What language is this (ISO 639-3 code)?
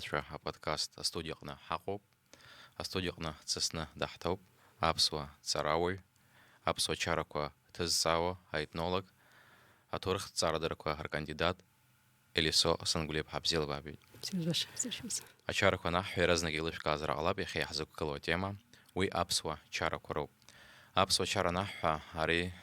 abk